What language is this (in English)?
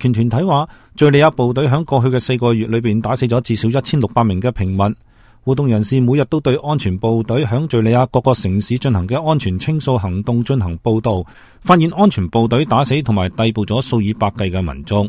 Cantonese